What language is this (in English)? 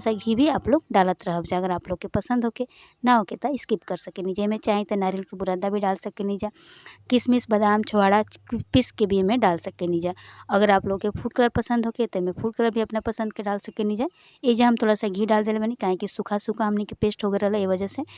Bhojpuri